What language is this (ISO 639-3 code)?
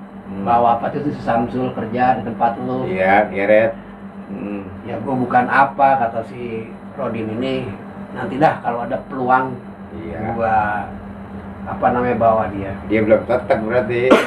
bew